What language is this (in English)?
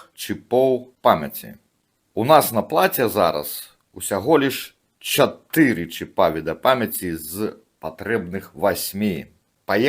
Belarusian